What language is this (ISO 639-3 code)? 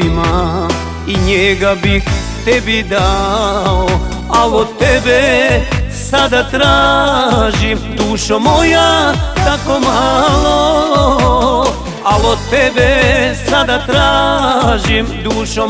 hrv